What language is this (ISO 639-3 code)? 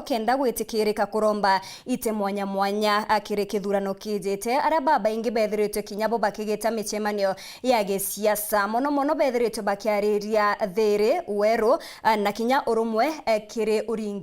mer